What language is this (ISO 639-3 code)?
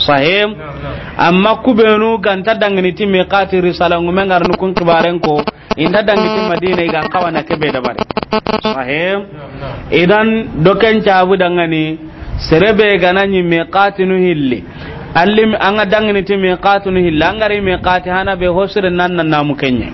snk